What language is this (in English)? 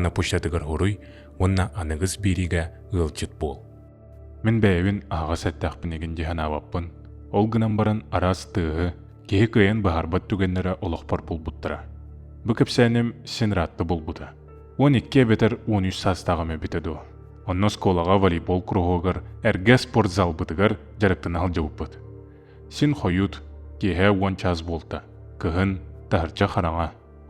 Yakut